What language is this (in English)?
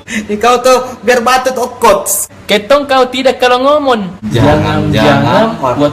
Makassar Malay